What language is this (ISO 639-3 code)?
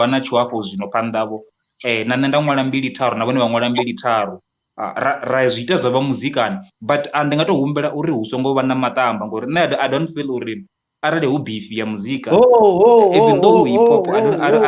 ven